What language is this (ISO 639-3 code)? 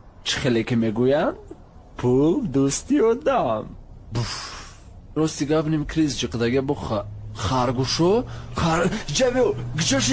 tgk